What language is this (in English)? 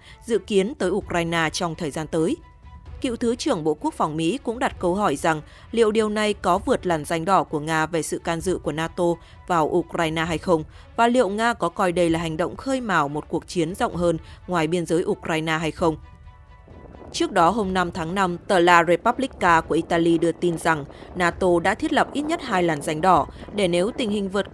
Vietnamese